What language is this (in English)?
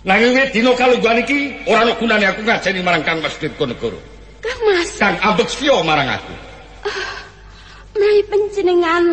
Javanese